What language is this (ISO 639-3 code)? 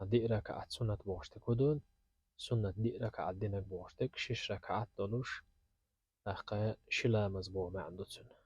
che